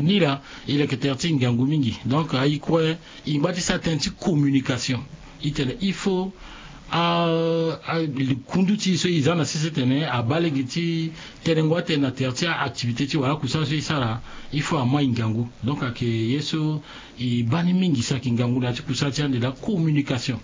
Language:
Sango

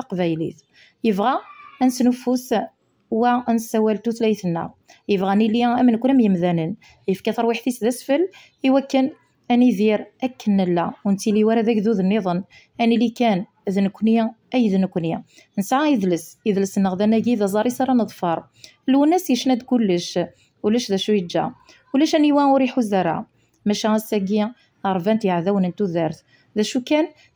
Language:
Kabyle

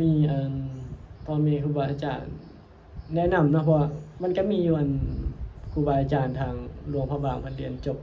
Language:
Northeastern Thai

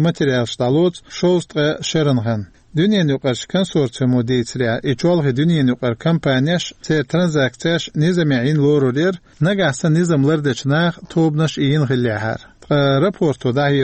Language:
Chechen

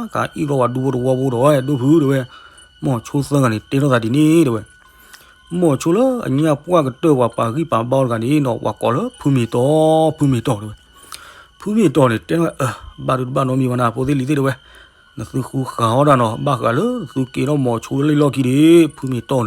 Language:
S'gaw Karen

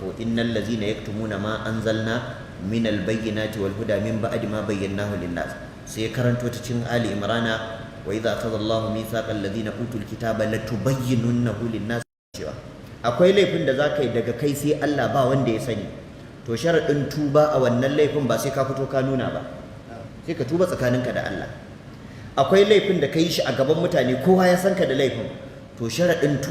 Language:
Hausa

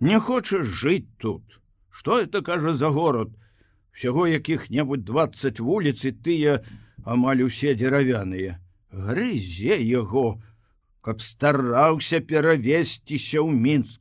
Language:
Belarusian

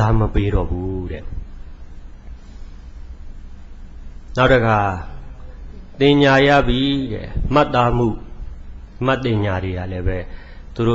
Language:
Burmese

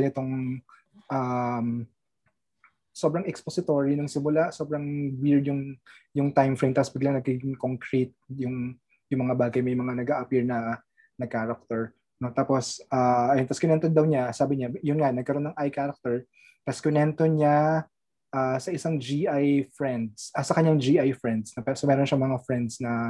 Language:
Filipino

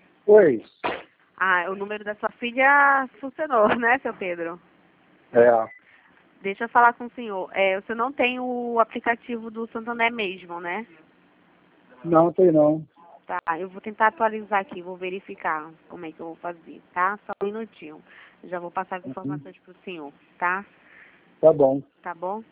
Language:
Portuguese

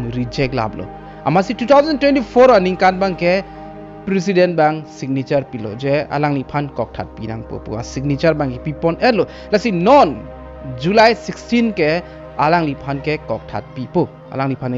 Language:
Karbi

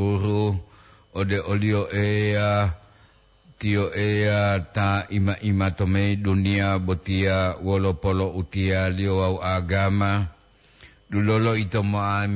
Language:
Gorontalo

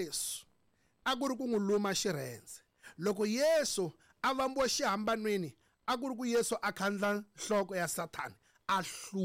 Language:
Tsonga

